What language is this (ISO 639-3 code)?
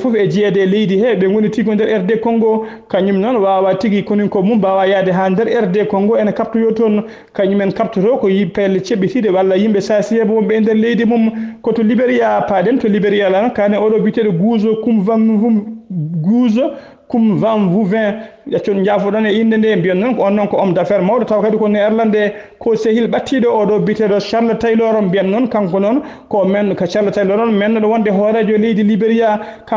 ful